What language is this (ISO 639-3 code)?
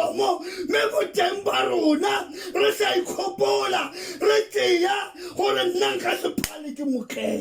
tsn